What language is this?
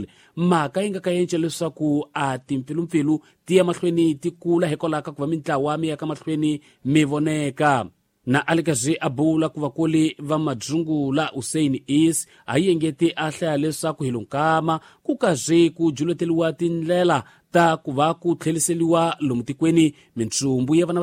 Tsonga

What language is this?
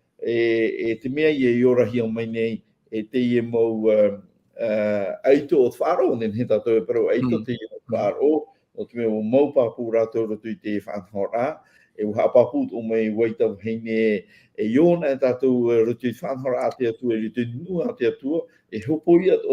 Tahitian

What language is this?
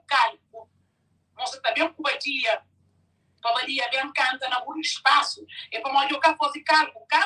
Kabuverdianu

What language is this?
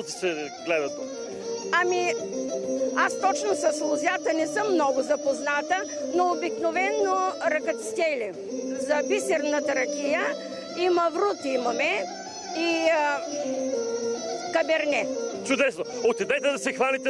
Bulgarian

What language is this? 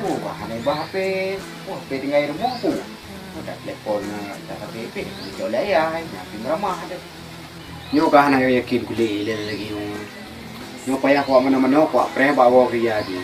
Achinese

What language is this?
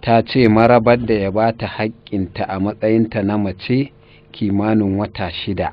Hausa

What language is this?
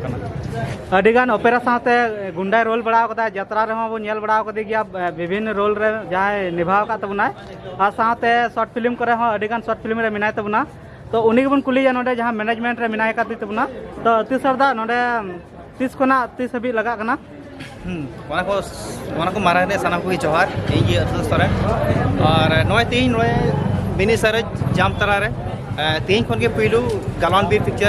Santali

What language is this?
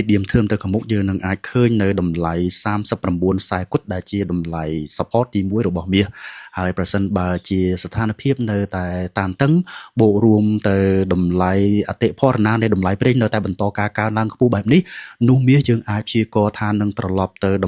Khmer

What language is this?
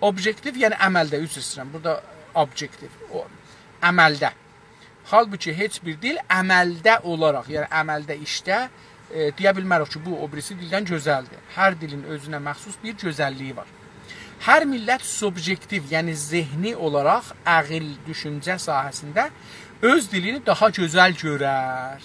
South Azerbaijani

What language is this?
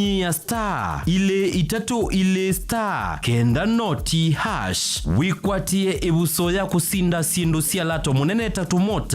Kamba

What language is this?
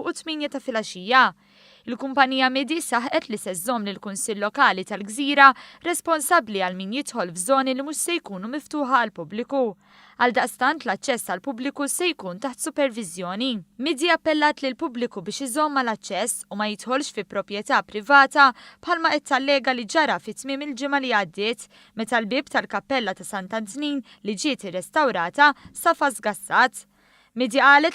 Maltese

